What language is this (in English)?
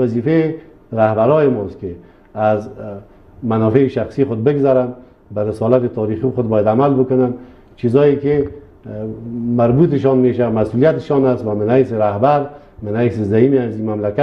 Persian